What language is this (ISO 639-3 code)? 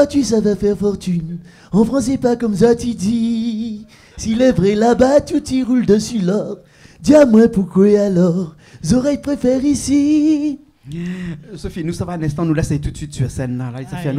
rcf